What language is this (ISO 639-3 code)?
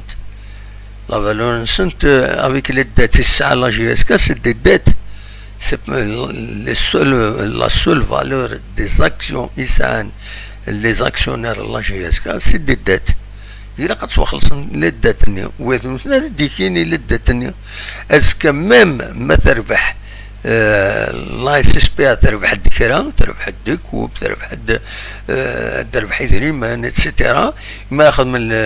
kab